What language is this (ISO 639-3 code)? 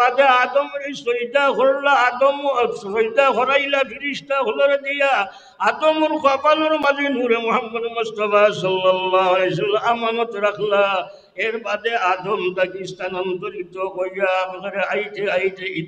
syl